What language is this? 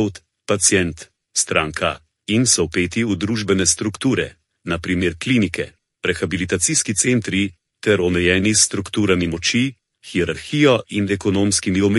Slovenian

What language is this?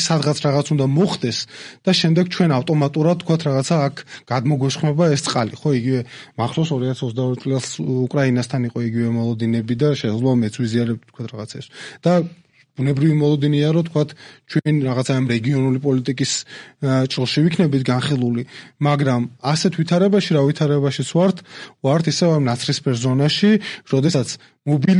Georgian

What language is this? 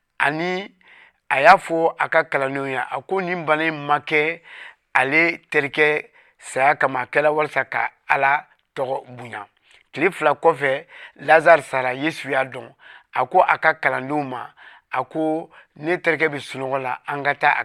Bambara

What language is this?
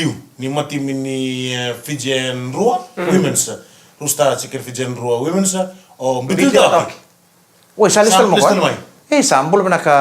Fijian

